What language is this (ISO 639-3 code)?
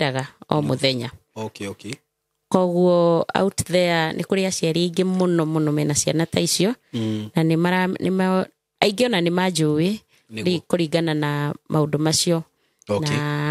kik